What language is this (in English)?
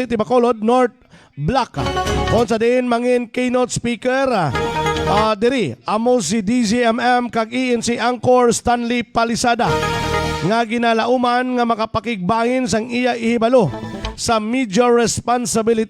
Hiligaynon